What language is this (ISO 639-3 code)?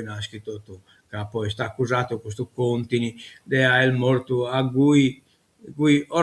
srd